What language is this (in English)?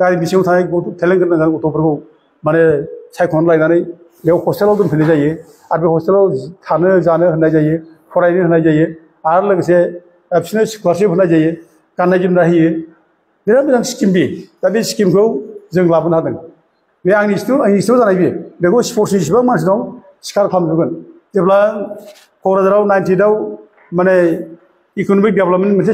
Bodo